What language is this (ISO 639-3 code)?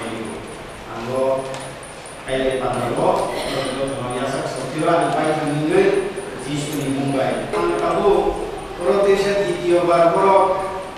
trp